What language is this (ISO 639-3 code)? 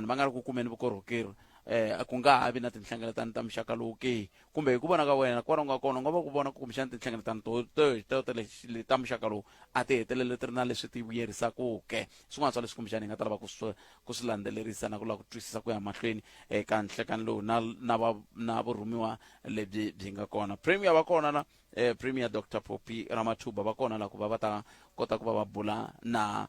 tso